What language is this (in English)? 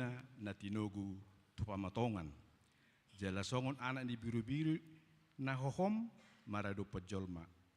Batak Toba